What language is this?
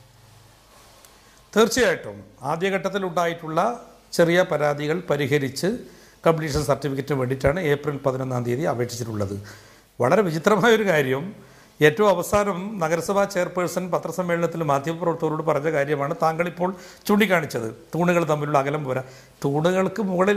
Malayalam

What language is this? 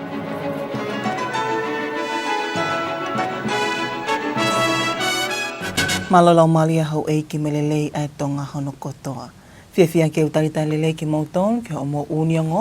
Tongan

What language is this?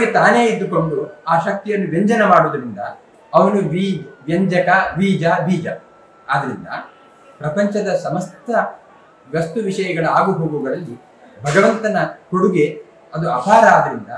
Kannada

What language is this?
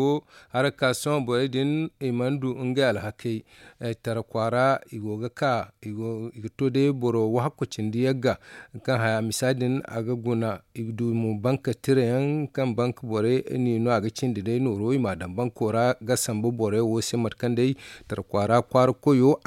Zarma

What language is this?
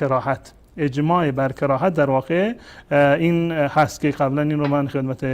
Persian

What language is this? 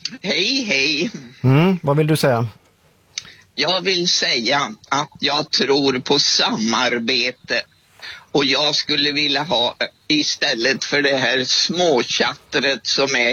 Swedish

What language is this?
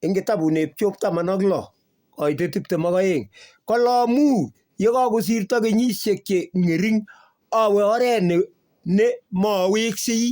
Kalenjin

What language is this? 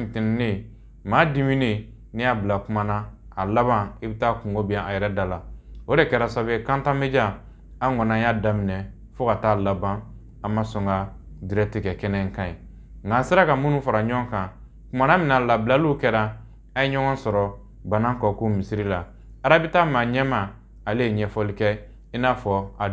Bambara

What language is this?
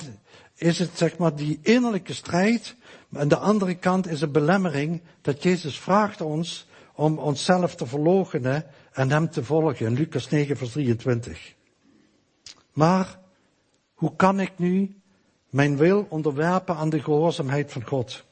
Dutch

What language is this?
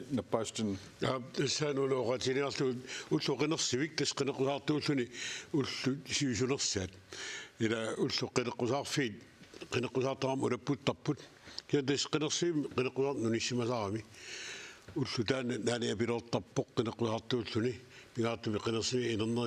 Kalaallisut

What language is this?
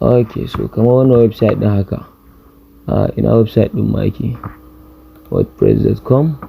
Hausa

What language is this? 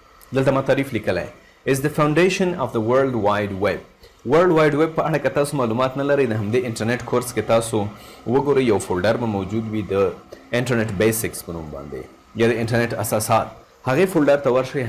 Pashto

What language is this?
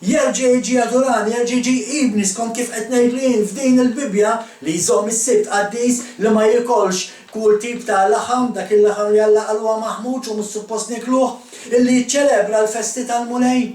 Maltese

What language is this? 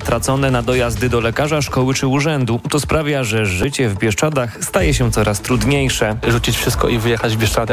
Polish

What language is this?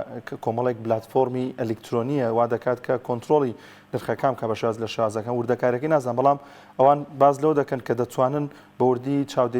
Central Kurdish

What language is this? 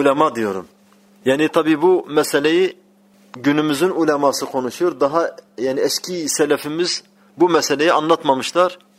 Turkish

